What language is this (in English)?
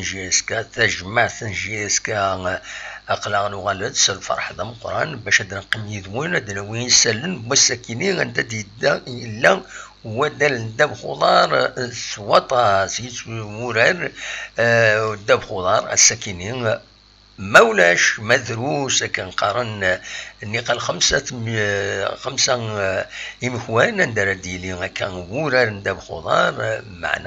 Kabyle